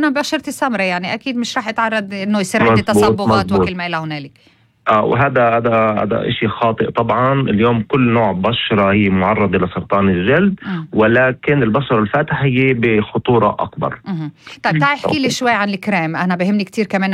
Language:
North Levantine Arabic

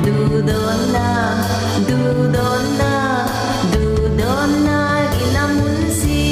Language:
Falam Chin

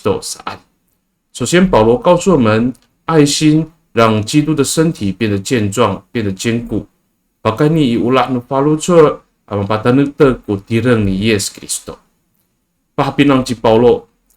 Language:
Amis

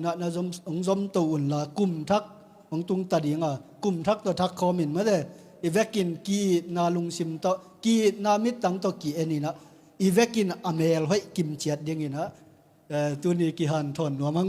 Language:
Tedim Chin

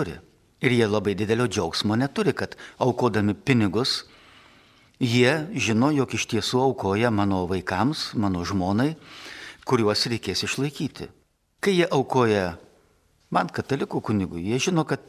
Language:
Lithuanian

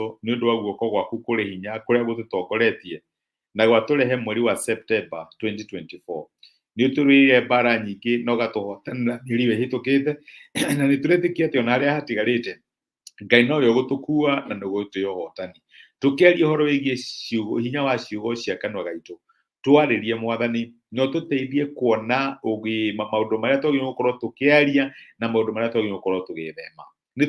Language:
Kikuyu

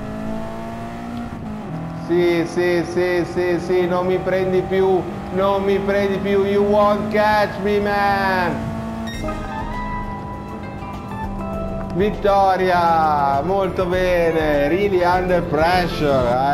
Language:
Italian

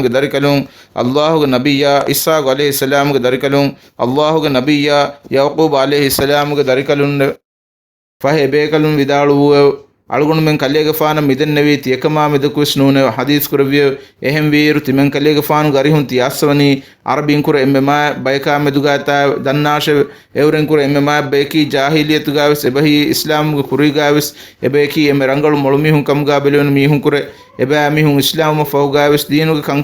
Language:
Divehi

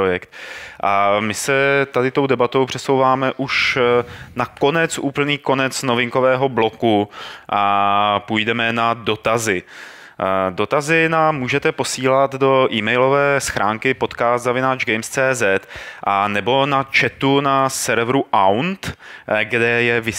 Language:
Czech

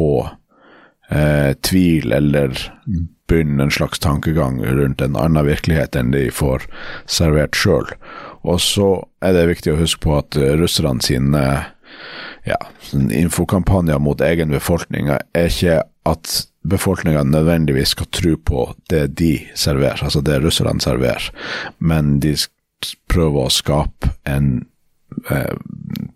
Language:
Norwegian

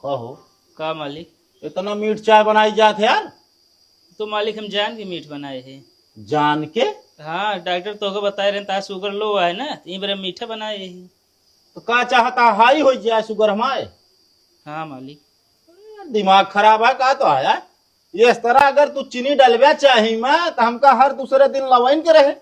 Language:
Awadhi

